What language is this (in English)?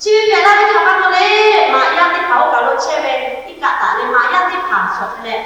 Lahu